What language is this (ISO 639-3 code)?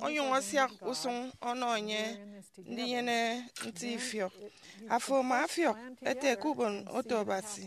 efi